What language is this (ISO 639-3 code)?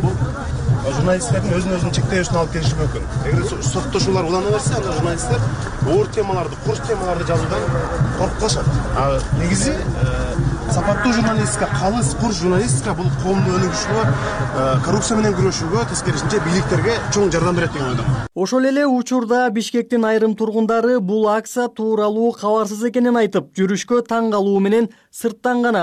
kir